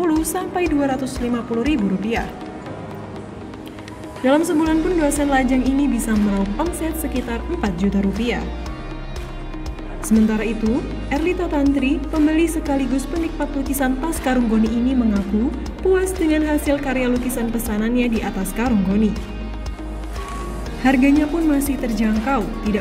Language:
Indonesian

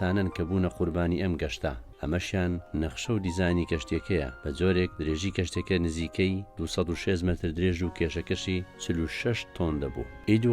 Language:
Central Kurdish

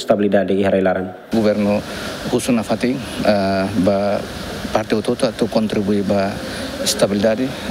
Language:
Tetum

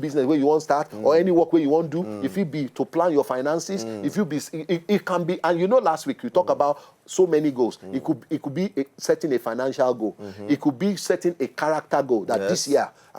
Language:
Nigerian Pidgin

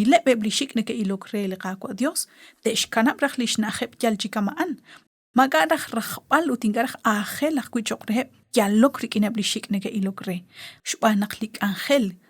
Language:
Kekchí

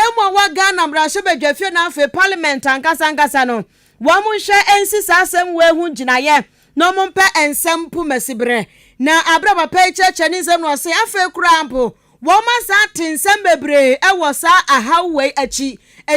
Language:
Akan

